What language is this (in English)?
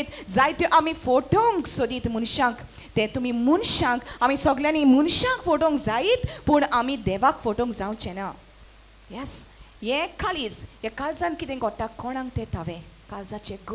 Konkani